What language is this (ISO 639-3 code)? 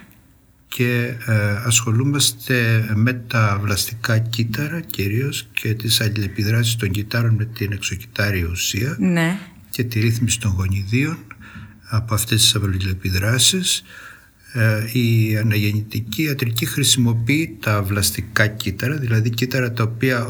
ell